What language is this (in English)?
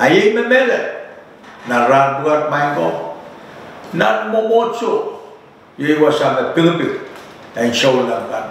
Pohnpeian